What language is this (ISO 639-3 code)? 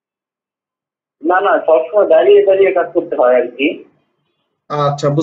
ben